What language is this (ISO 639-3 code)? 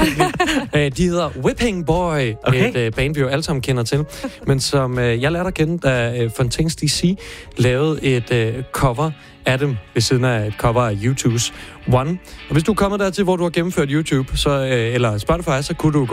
dan